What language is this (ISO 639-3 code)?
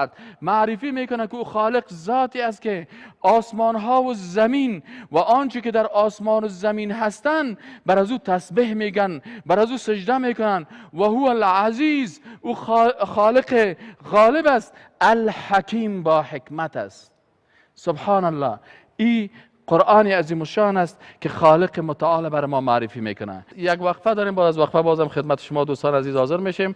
fas